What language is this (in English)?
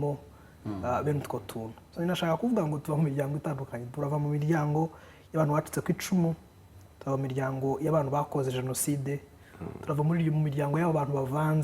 Kinyarwanda